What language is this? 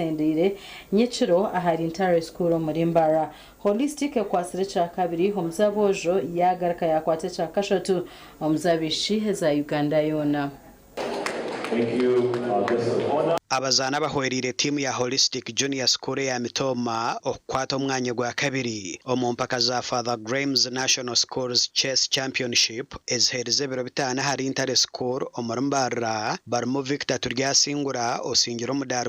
Nyankole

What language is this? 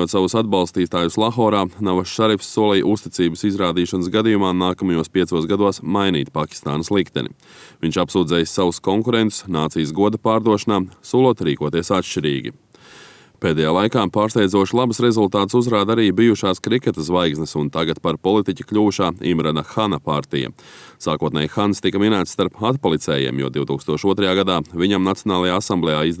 Latvian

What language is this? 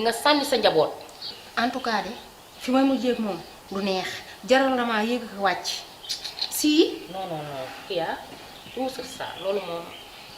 Wolof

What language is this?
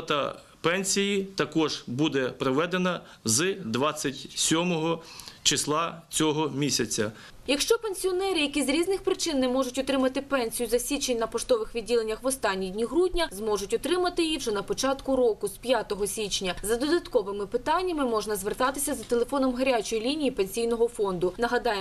Ukrainian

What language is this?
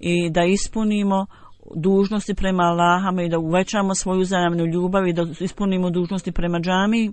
Bosnian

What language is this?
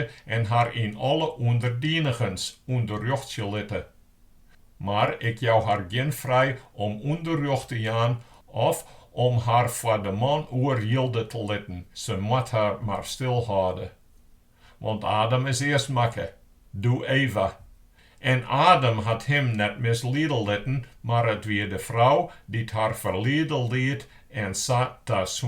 Western Frisian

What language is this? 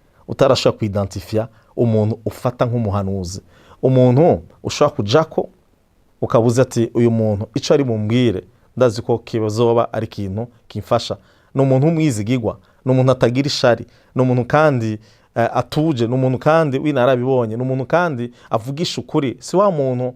Rundi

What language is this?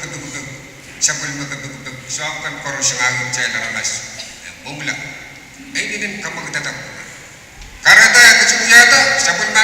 Pohnpeian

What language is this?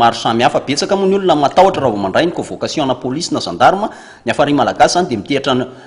Malagasy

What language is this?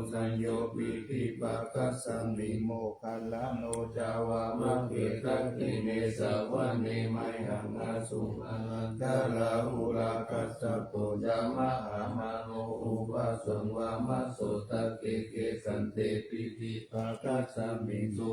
Pali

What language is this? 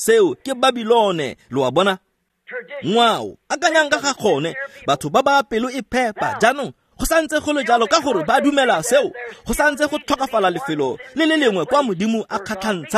Tswana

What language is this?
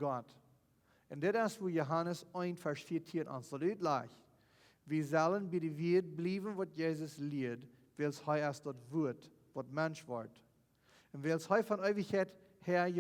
Plautdietsch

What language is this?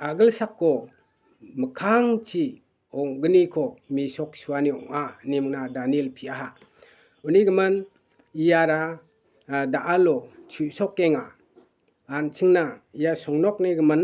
Garo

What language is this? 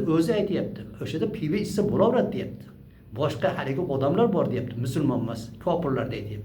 Uzbek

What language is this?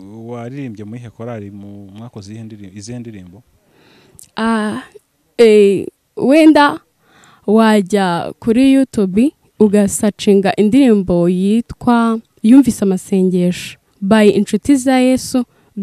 Kinyarwanda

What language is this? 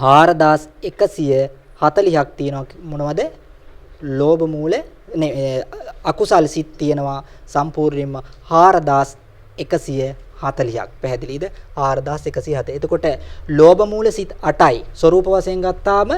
Sinhala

